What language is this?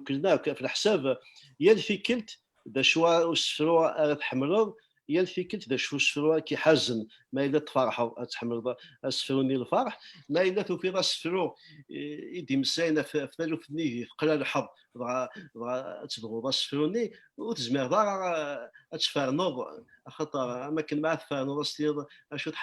Kabyle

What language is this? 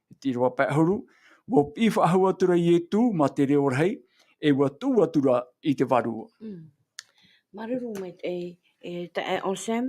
Tahitian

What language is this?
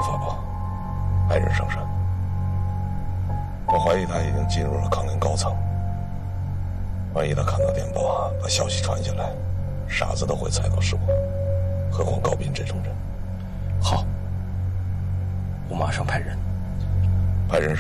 Chinese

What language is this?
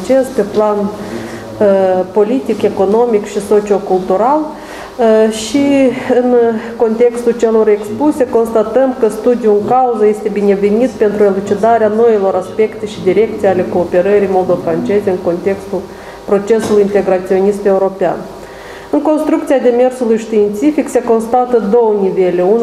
Romanian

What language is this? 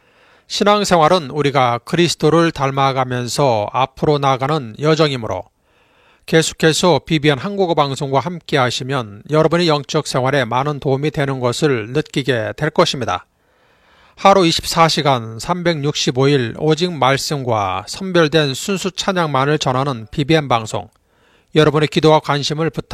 Korean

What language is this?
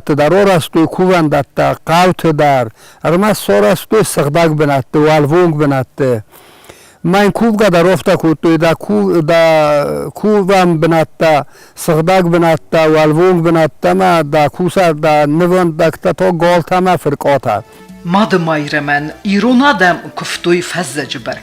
Ossetic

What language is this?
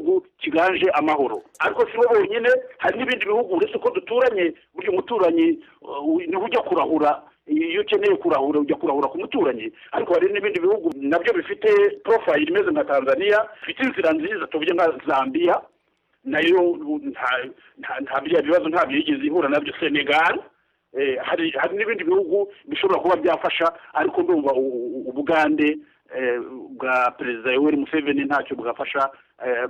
Kinyarwanda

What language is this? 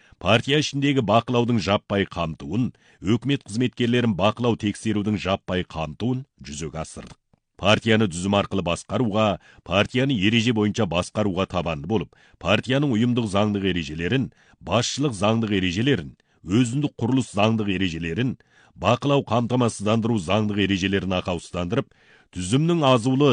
Kazakh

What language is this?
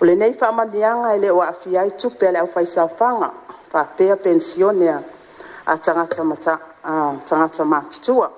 Samoan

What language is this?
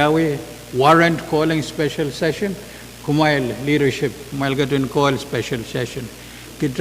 Pohnpeian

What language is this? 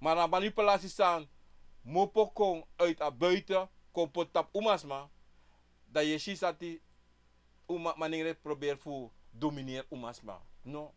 Sranan Tongo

